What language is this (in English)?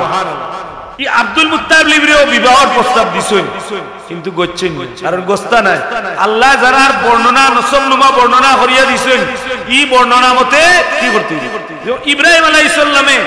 Sylheti